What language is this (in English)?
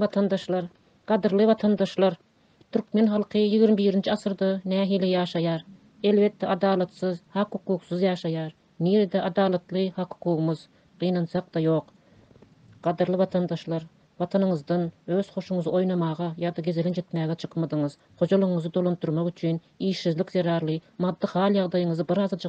Turkmen